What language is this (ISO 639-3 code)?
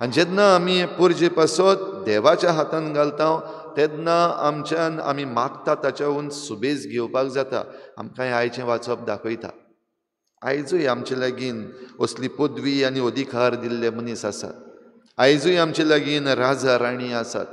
kok